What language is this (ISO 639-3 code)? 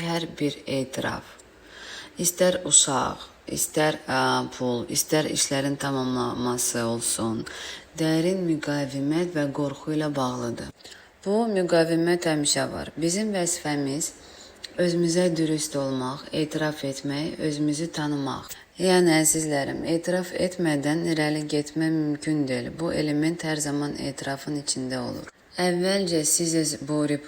aze